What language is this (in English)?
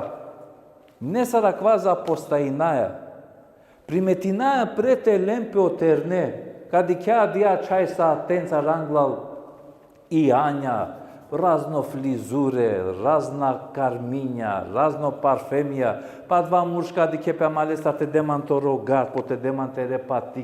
Balkan Romani